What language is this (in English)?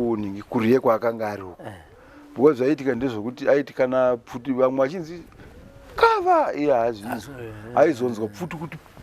Shona